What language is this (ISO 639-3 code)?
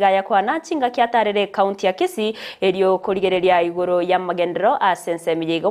guz